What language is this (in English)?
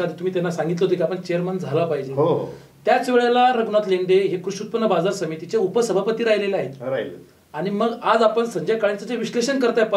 Marathi